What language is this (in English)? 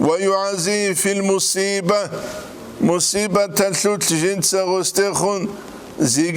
Avaric